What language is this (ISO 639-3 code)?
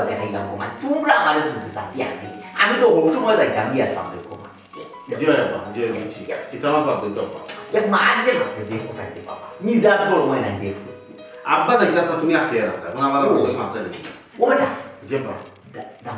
syl